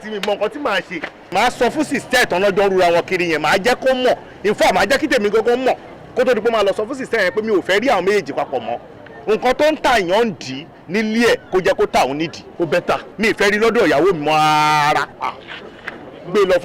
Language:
Yoruba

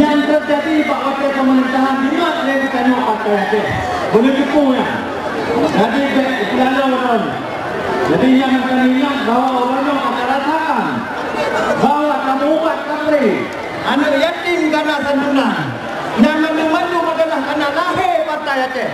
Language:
Achinese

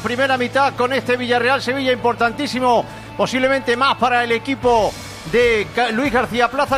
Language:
Spanish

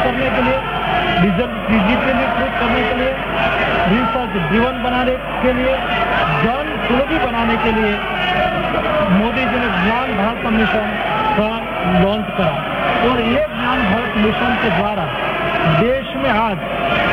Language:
Hindi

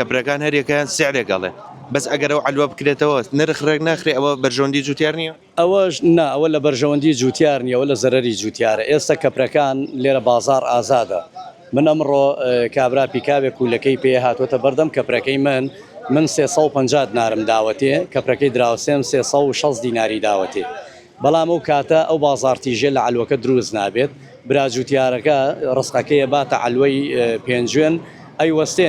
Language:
Central Kurdish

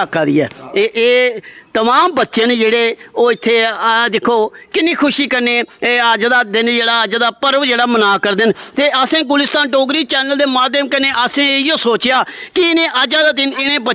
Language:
Dogri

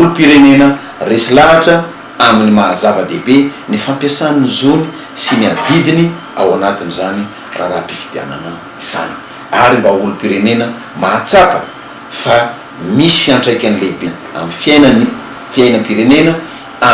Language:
Malagasy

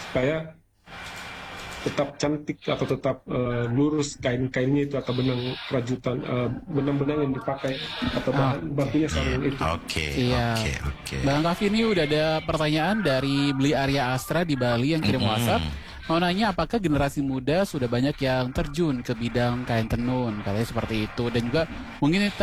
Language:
Indonesian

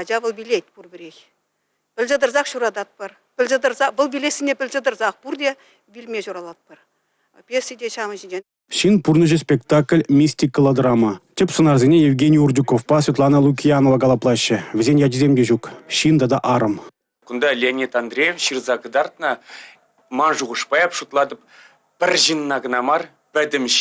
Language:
Chuvash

